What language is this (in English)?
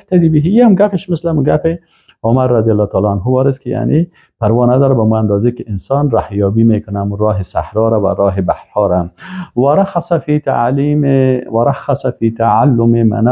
Persian